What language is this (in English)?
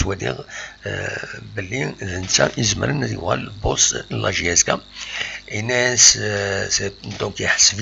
Kabyle